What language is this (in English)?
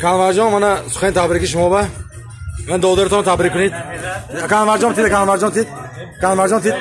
Tajik